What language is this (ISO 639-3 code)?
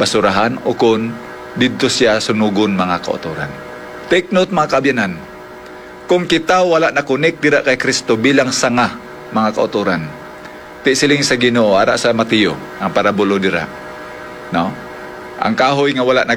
hil